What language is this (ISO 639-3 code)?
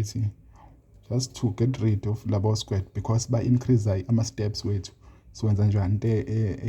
zul